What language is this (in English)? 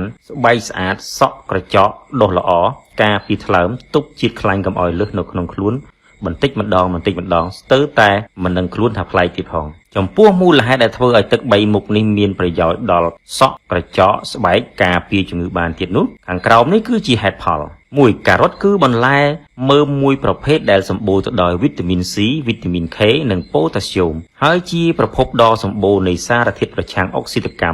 Khmer